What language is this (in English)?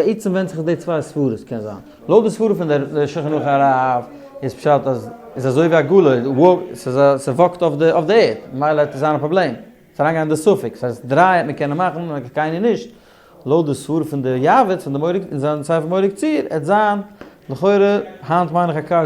Yiddish